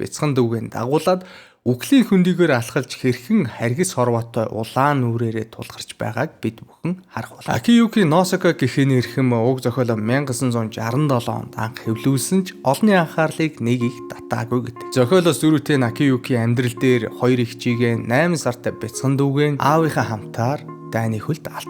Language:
Mongolian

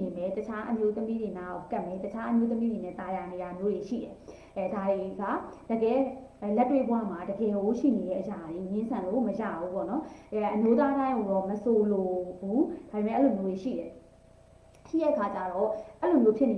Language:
Burmese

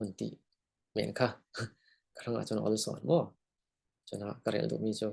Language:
Falam Chin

